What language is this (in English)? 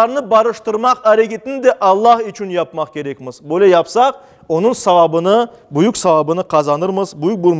Crimean Tatar